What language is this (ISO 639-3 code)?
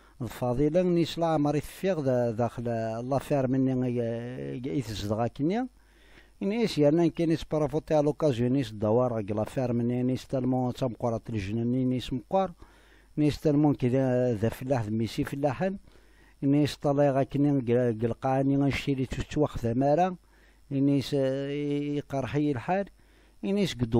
kab